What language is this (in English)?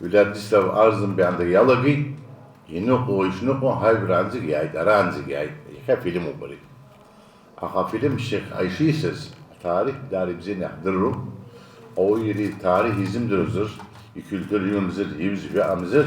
Abkhazian